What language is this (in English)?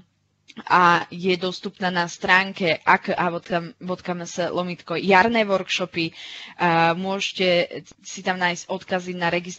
Slovak